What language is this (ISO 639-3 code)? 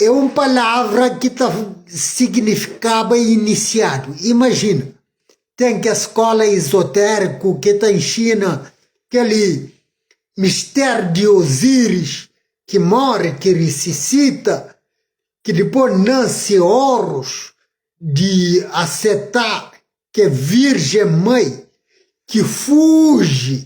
kea